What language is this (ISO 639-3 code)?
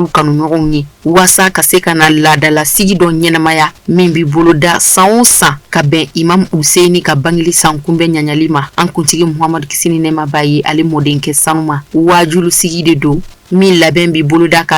bam